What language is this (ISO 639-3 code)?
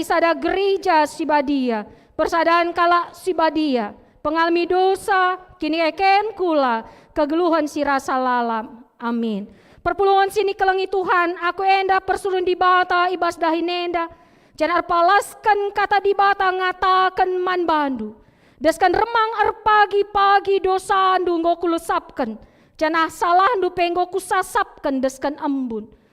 btx